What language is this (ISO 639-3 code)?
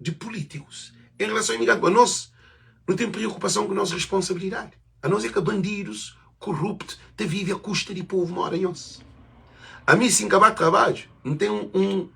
kea